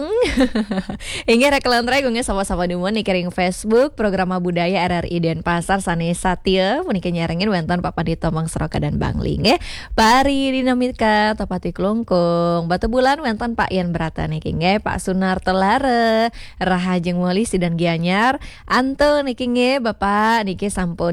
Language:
Balinese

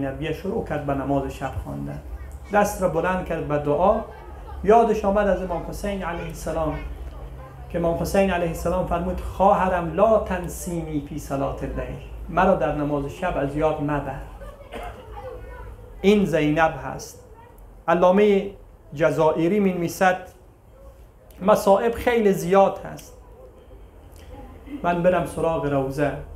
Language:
Persian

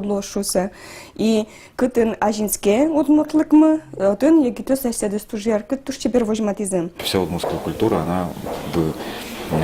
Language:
Udmurt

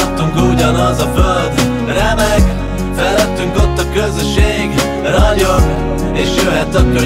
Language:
Hungarian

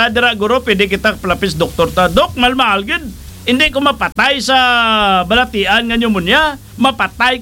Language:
Hiligaynon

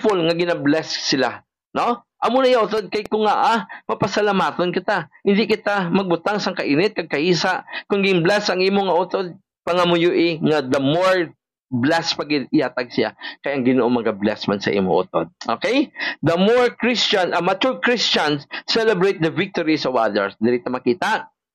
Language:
Hiligaynon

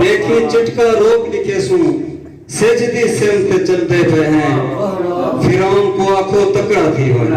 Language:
Saraiki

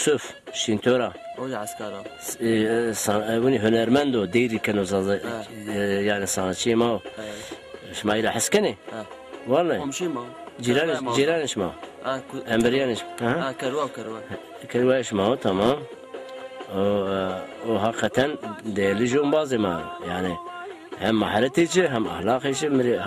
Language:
Zaza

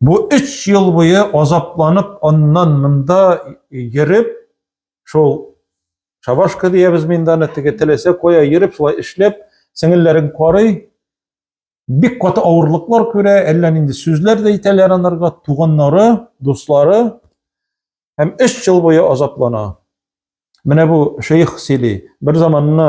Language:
Tatar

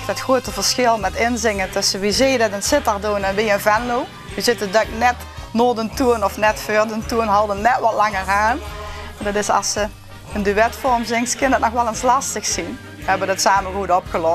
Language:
Limburgish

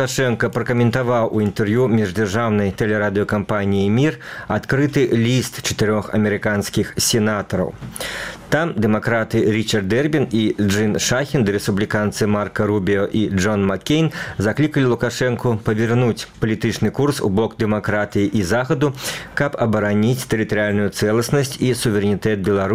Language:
Belarusian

